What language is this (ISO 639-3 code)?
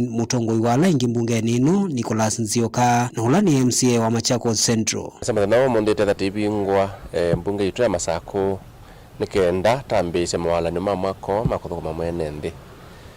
kam